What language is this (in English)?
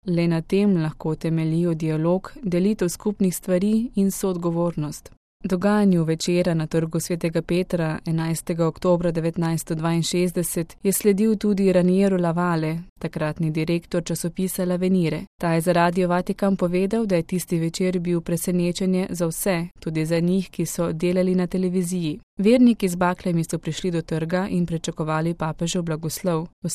Slovenian